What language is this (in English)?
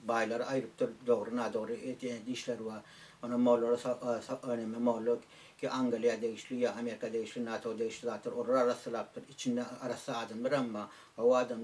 Turkmen